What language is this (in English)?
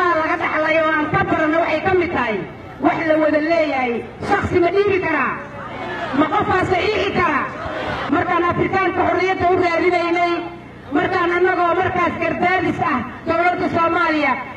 Somali